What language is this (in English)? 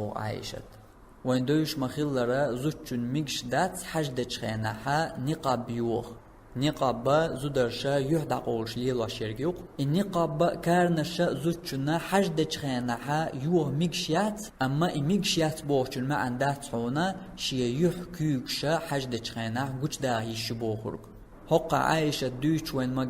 Chechen